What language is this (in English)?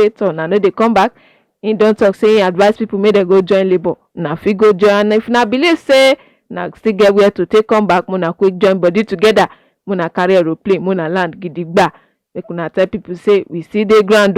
Nigerian Pidgin